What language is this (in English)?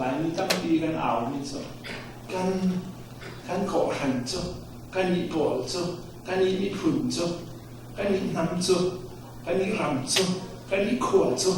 Falam Chin